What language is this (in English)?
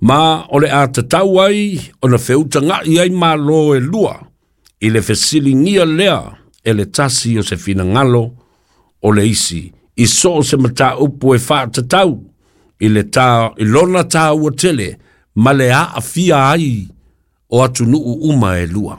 Samoan